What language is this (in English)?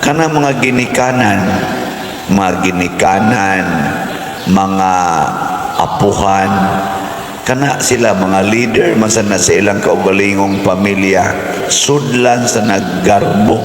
Cebuano